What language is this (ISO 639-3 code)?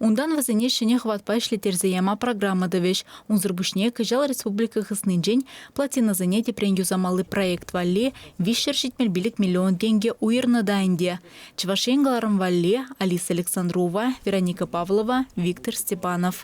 chv